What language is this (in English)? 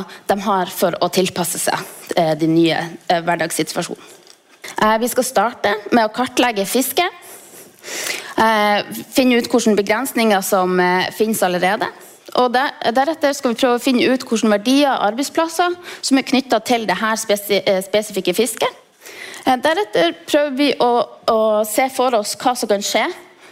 Norwegian